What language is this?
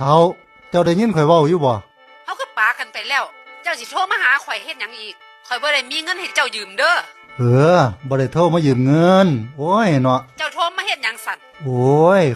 Northeastern Thai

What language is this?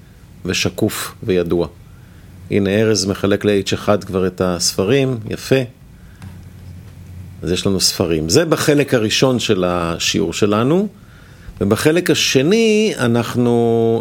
Hebrew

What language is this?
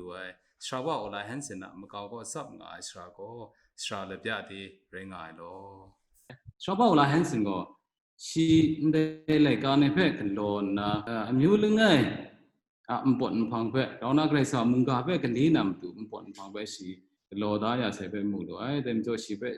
Kachin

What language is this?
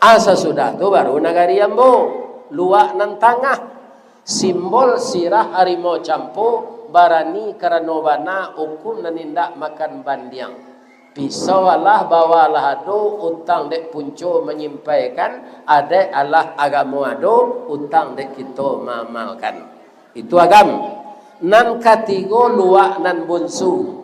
Minangkabau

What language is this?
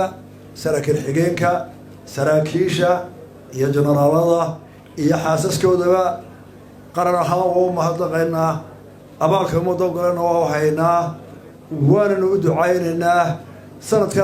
Somali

